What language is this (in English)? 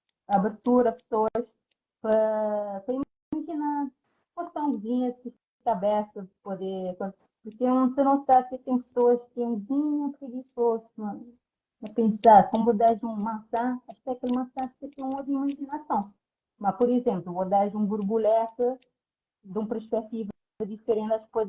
Kabuverdianu